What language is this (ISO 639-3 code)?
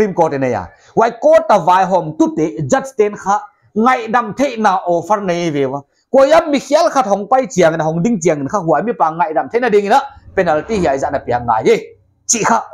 pck